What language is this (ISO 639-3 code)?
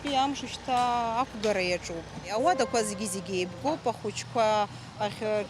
abk